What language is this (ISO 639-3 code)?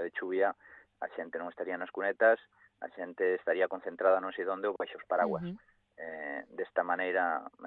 glg